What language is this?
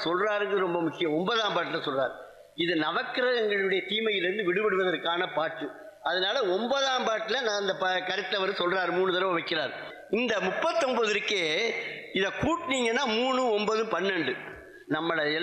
Tamil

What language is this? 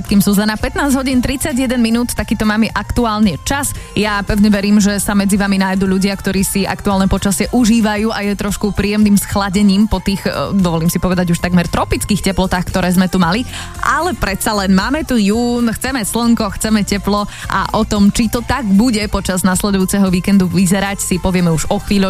Slovak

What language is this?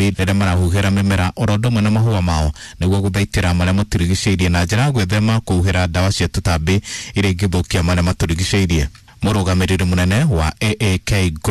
Kikuyu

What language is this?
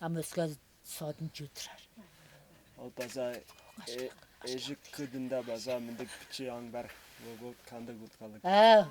Tuvinian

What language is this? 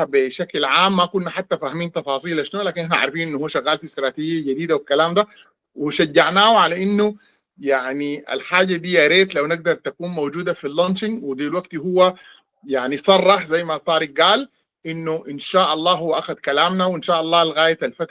Sudanese Arabic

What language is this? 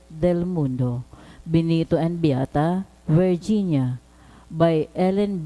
Bikol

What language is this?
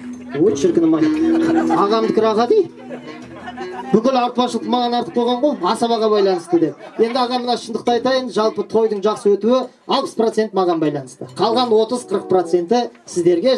Kazakh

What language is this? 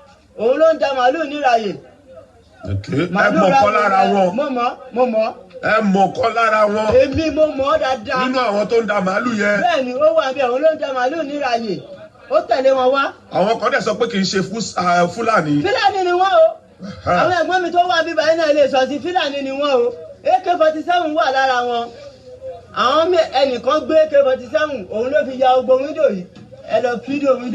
Yoruba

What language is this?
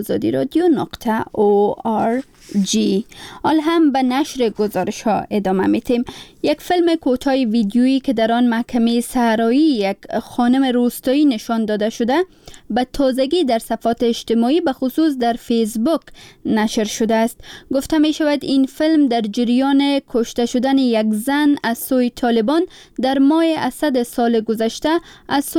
Persian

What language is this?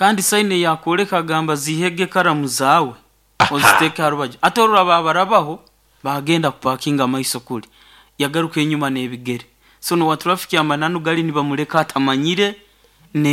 Nyoro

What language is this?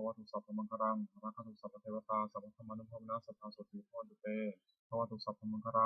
Pali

